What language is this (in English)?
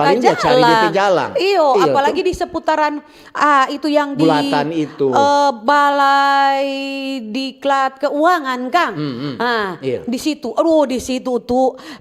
Manado Malay